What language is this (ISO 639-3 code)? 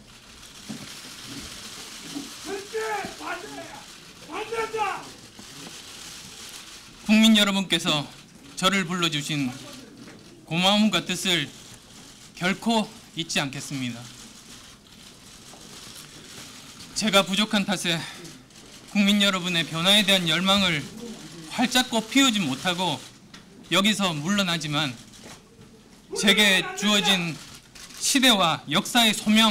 kor